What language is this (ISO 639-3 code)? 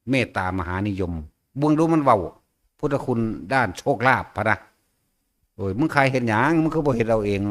tts